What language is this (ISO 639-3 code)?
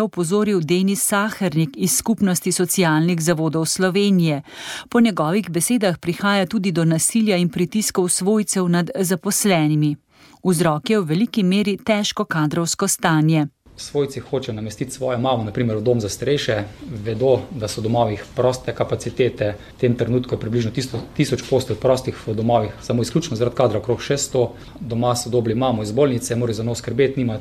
slv